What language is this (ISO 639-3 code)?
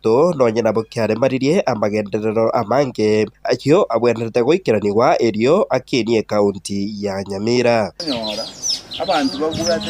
guz